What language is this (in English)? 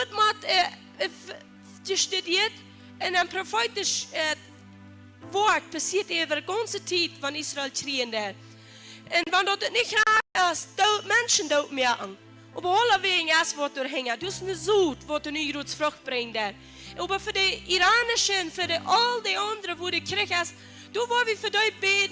Plautdietsch